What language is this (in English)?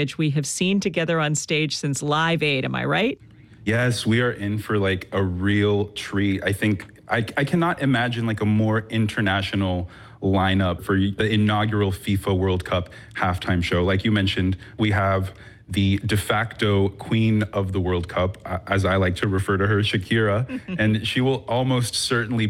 English